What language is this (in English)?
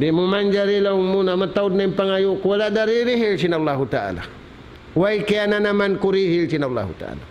Tausug